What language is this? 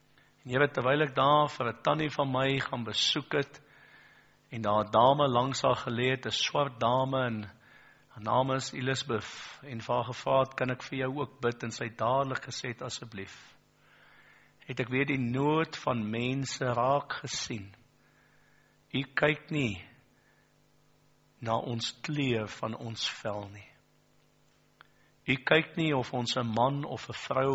Afrikaans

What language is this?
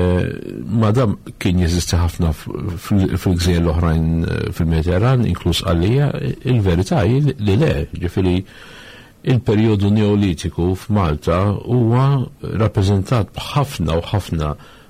Maltese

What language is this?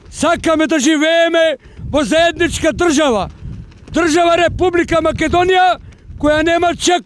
Macedonian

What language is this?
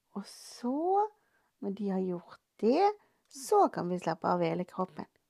Norwegian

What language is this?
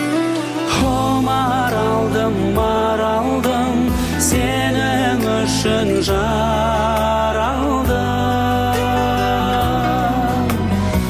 Kazakh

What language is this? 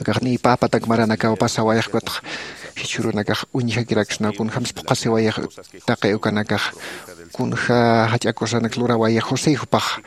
Aymara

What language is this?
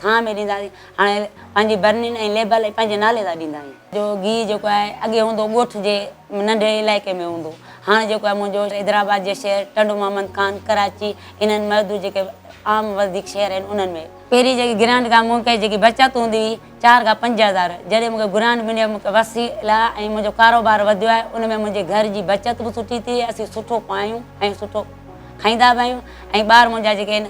Sindhi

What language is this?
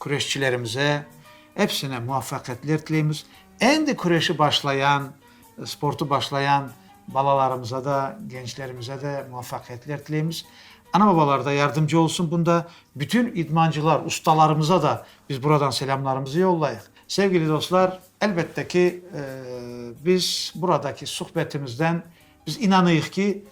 Crimean Tatar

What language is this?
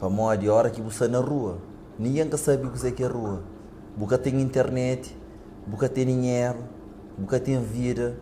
Kabuverdianu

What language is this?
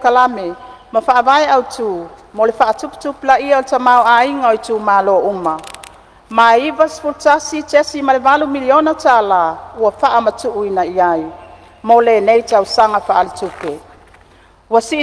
Samoan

